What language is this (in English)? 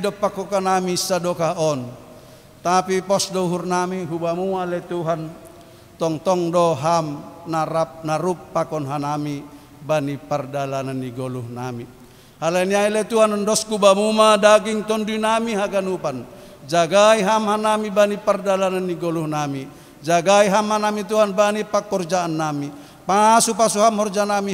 Batak Simalungun